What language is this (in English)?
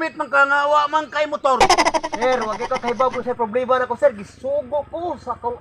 Cebuano